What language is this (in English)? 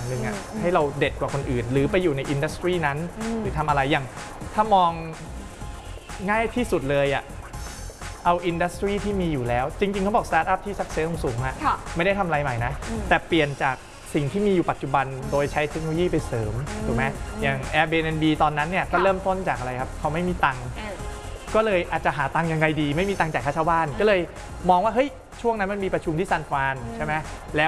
Thai